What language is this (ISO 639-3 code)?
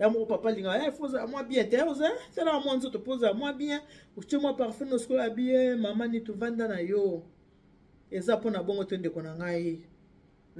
lin